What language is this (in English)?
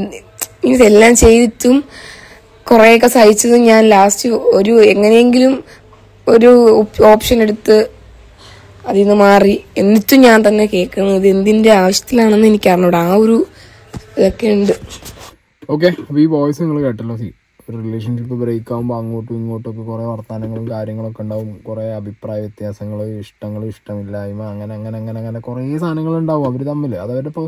Malayalam